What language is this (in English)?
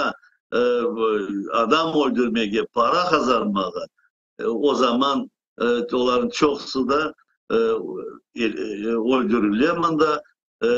Crimean Tatar